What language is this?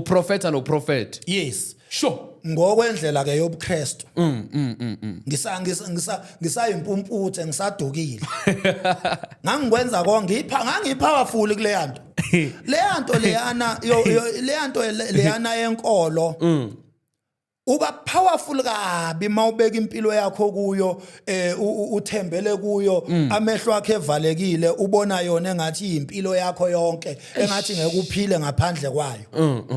Zulu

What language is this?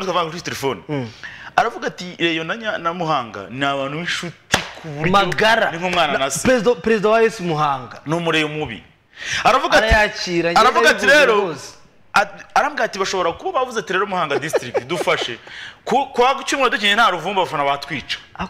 Kinyarwanda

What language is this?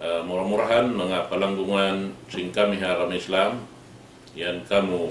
Tausug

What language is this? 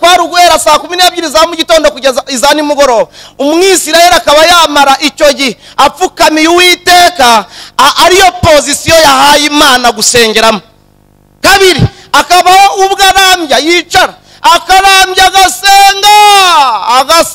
Kinyarwanda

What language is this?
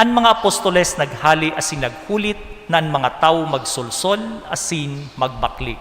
Bikol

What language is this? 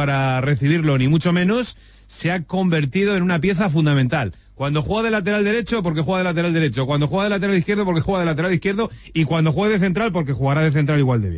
Spanish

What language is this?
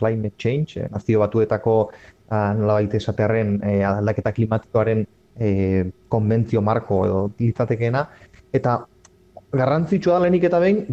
Basque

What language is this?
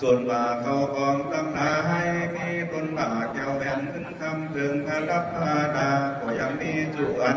Lü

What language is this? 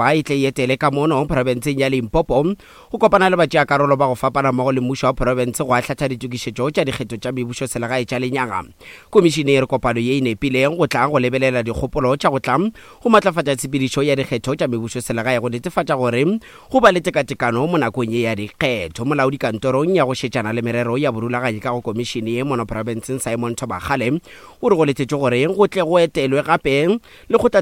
Northern Sotho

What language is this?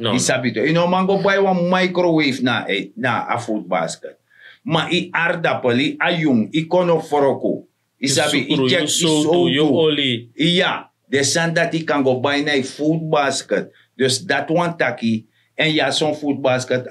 Sranan Tongo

